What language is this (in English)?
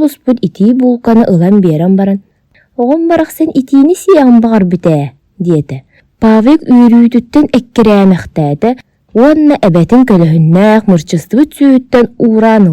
Yakut